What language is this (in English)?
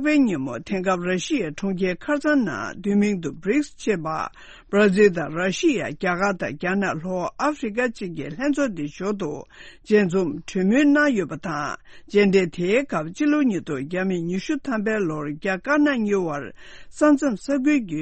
Tibetan